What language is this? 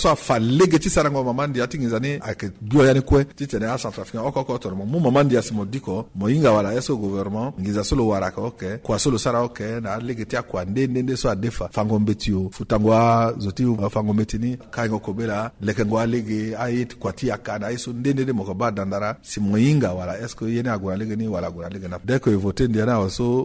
Sango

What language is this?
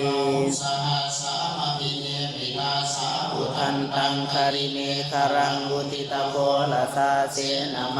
Pali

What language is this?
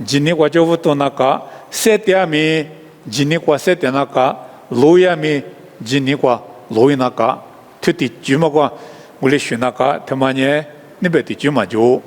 Lisu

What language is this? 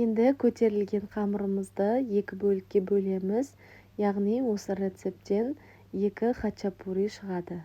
Kazakh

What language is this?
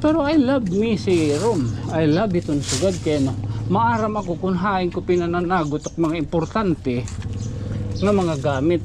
Waray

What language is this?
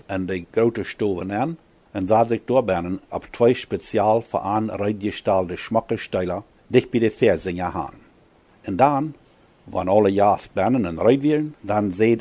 Plautdietsch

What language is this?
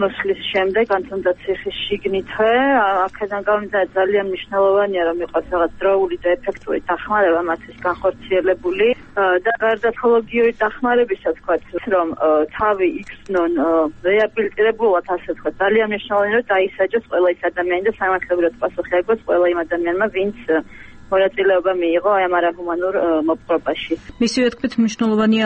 Georgian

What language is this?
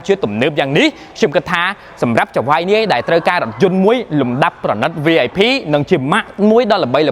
Khmer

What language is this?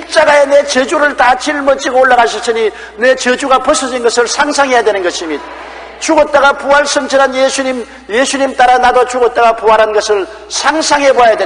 Korean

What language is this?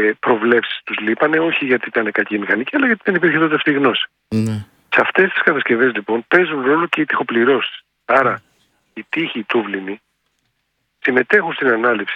Greek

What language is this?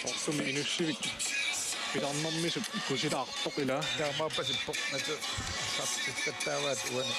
Kalaallisut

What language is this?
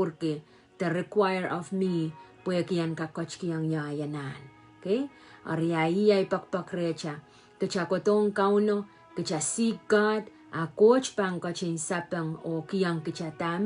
Pohnpeian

